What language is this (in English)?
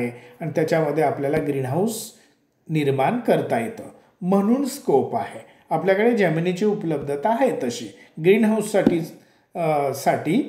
Marathi